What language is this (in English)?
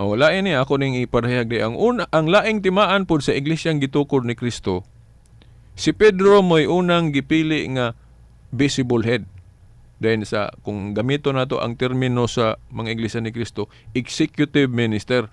Cebuano